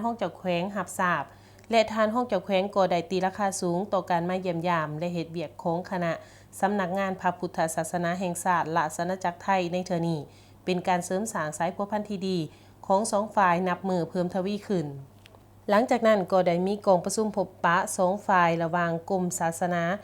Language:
Lao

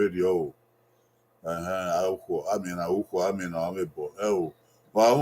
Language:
Bini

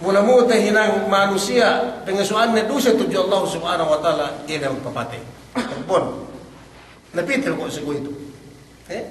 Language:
Yakan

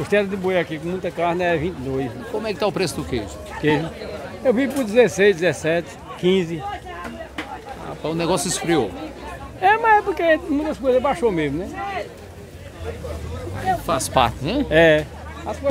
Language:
Portuguese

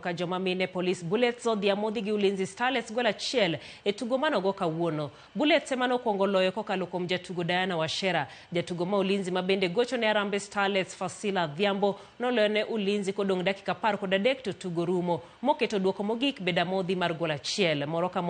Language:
Luo (Kenya and Tanzania)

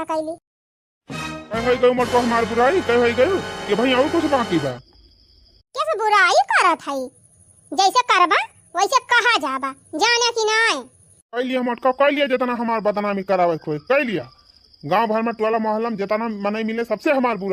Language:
Awadhi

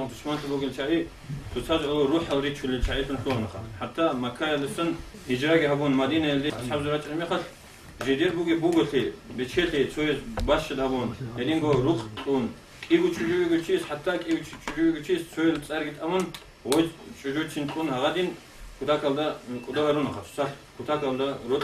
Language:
Avaric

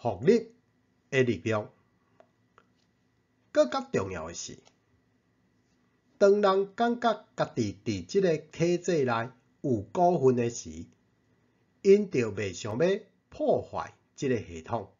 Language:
Min Nan Chinese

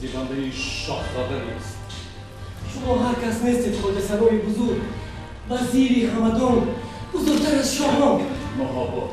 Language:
Tajik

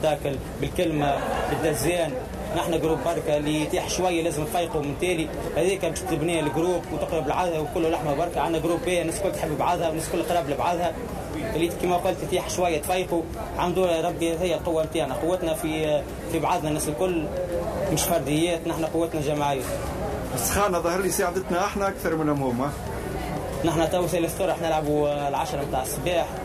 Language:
Tunisian Arabic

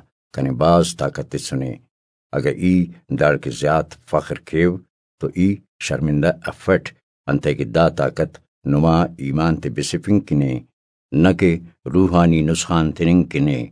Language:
Brahui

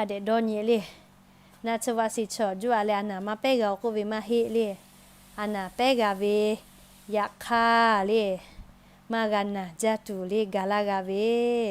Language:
Lahu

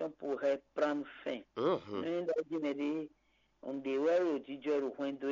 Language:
Fon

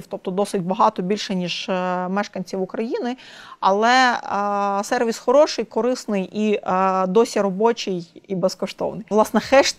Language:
Ukrainian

